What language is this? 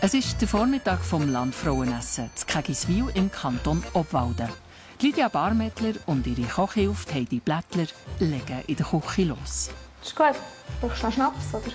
Swiss German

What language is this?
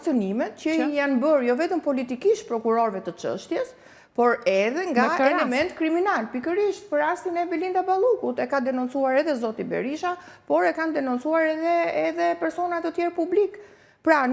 Albanian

